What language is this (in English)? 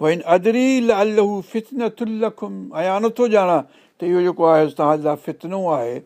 Sindhi